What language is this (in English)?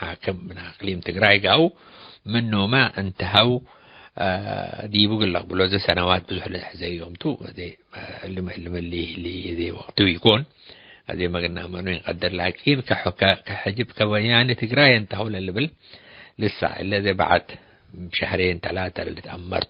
Tigre